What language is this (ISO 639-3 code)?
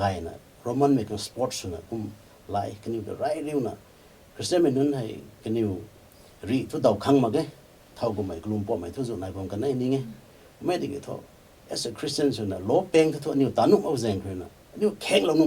nbu